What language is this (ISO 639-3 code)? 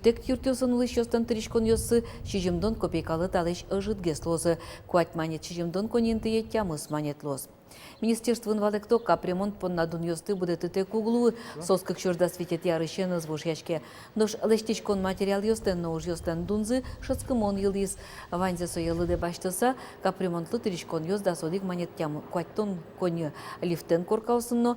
udm